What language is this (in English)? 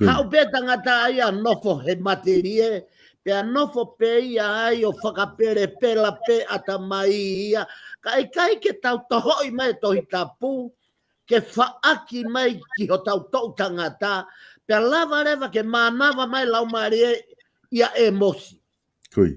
Tongan